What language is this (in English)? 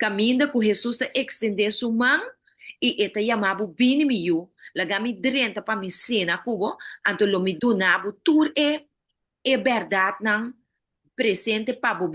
Papiamento